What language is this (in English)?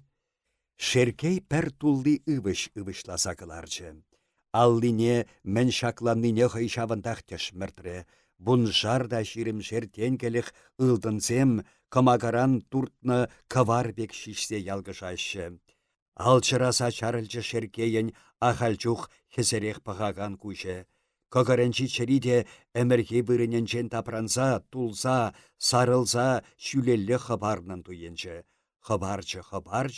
Chuvash